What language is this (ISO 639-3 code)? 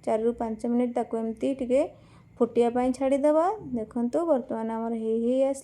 ori